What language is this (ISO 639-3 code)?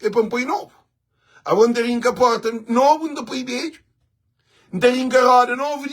kea